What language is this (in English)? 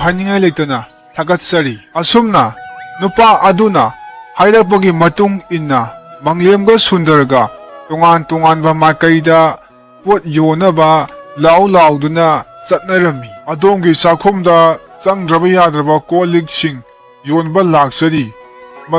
Manipuri